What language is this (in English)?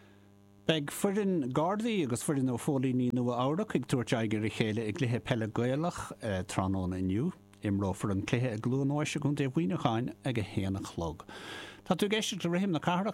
Irish